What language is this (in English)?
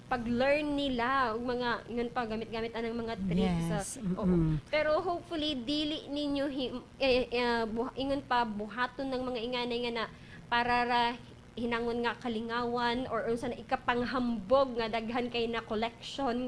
Cebuano